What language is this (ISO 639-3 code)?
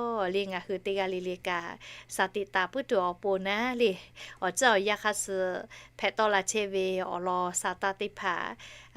lhu